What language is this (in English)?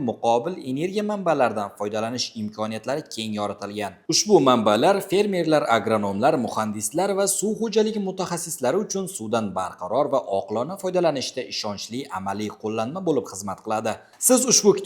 Uzbek